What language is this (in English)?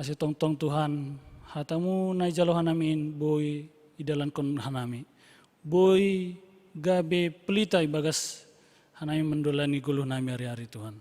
Batak Simalungun